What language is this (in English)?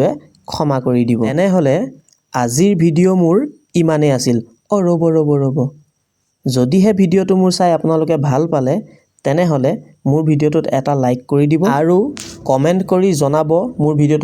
Assamese